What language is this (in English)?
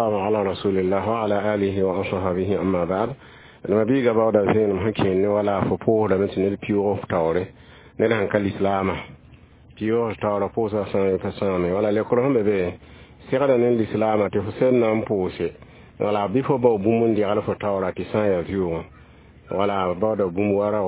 Mossi